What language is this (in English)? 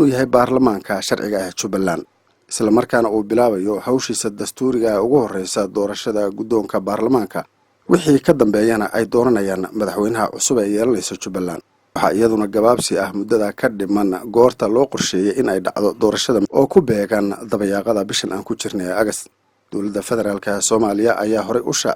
Somali